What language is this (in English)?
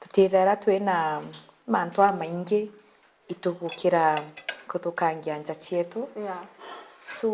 Meru